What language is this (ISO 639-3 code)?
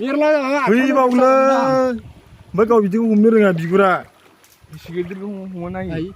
brx